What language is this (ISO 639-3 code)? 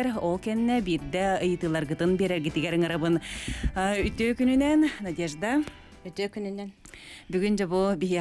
sah